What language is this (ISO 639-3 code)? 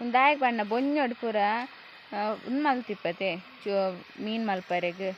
tcy